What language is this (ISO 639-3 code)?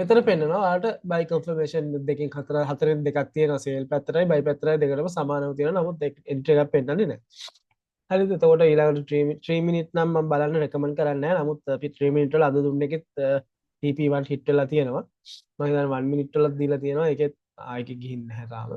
sin